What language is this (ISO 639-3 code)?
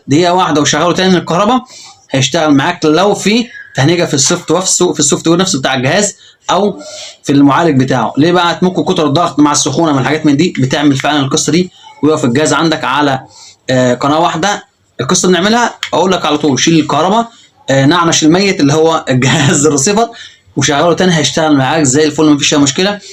arz